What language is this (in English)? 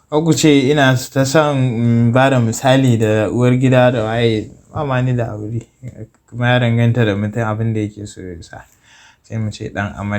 Hausa